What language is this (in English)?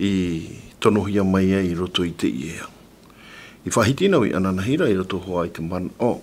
Tahitian